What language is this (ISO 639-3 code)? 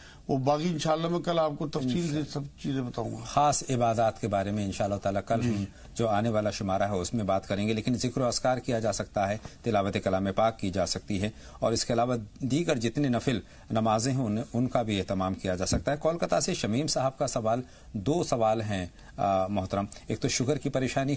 urd